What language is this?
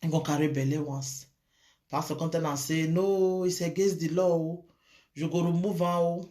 Nigerian Pidgin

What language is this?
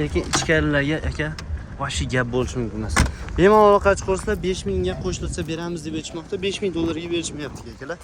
Uzbek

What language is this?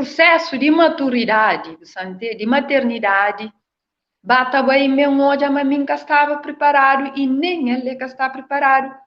Kabuverdianu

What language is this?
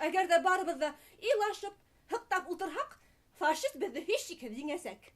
Bashkir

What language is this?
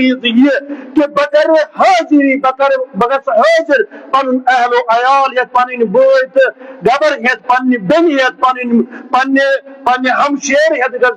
Kashmiri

